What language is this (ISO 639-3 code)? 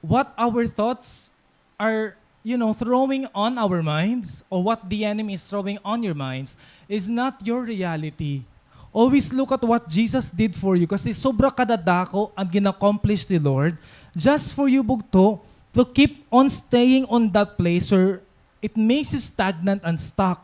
war